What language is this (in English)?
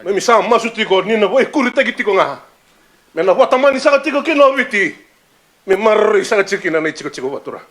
Fijian